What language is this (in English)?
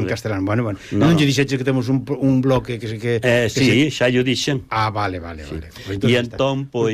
Galician